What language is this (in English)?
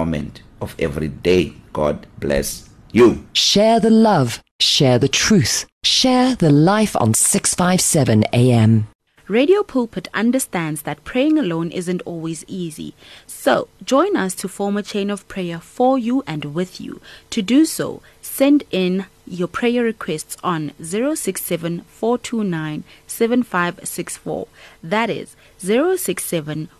English